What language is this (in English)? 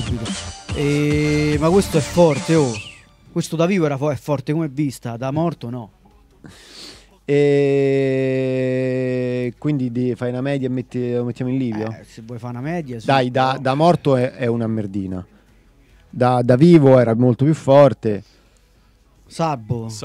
Italian